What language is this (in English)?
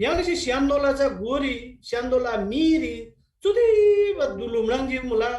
Eastern Tamang